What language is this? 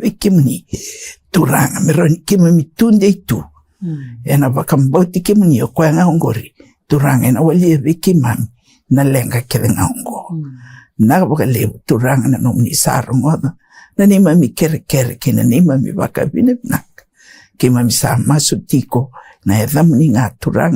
Fijian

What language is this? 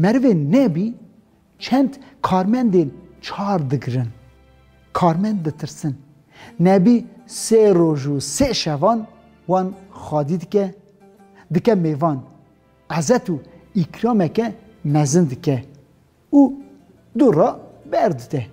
Kurdish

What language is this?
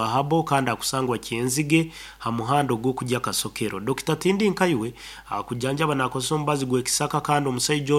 Nyoro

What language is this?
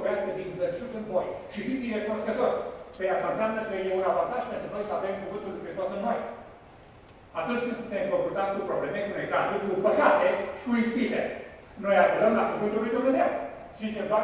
Romanian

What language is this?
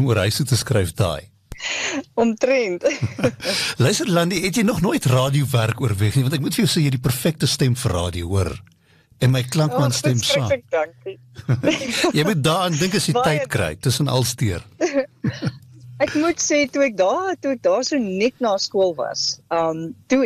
Afrikaans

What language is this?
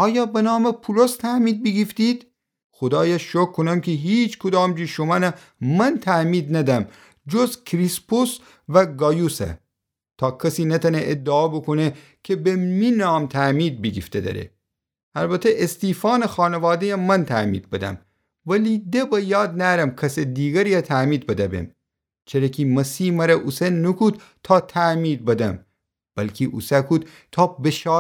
Gilaki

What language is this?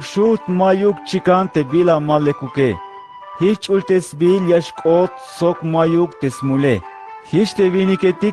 Tzeltal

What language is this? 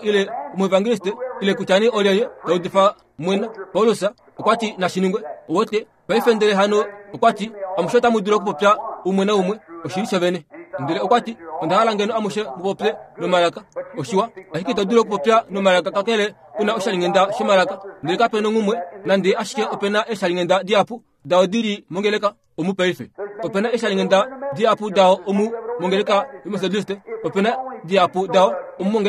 Kuanyama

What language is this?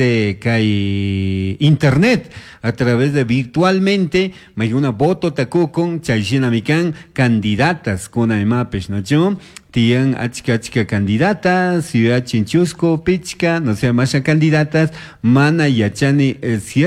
Chimborazo Highland Quichua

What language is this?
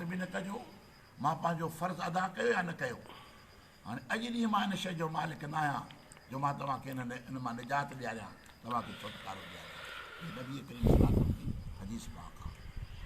Sindhi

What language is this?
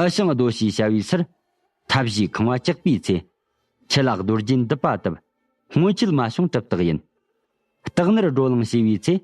Tibetan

